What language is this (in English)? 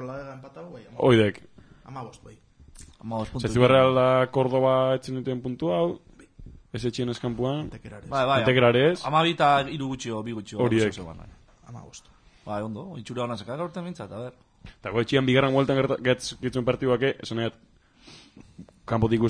Basque